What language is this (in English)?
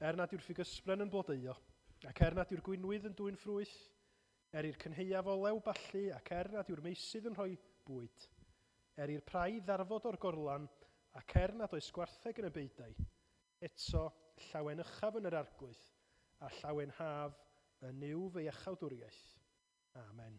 Welsh